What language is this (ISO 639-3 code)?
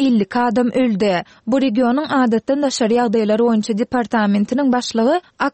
tuk